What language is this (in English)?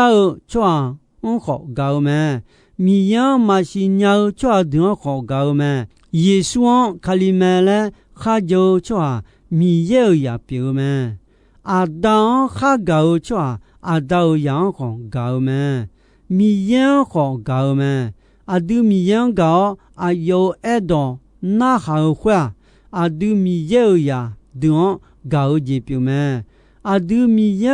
Akha